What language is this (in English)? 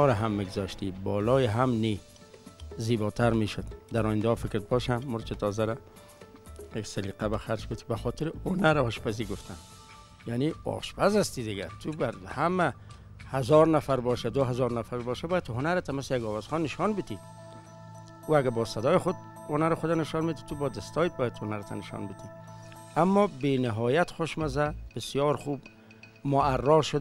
Persian